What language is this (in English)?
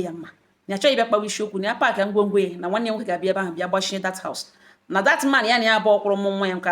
Igbo